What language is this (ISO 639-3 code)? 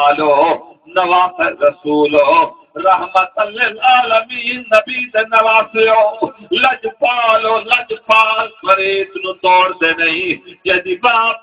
skr